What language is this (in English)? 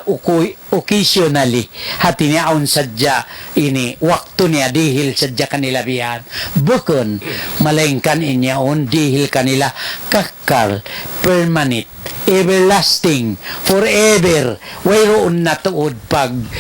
Tausug